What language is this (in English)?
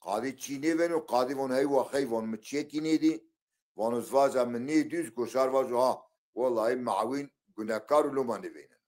Zaza